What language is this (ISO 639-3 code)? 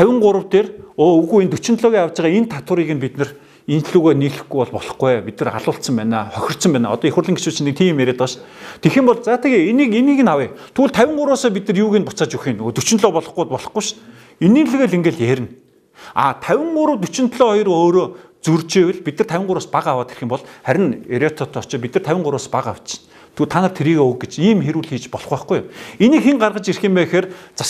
mon